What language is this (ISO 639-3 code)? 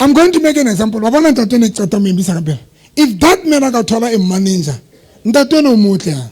sot